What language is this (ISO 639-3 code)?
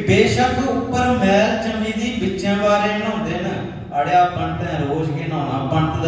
doi